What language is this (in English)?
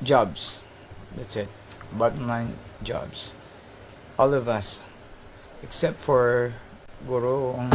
Hiligaynon